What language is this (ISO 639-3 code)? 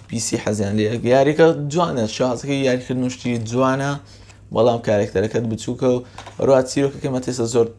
ckb